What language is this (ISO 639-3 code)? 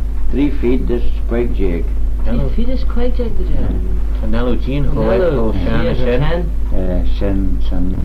glv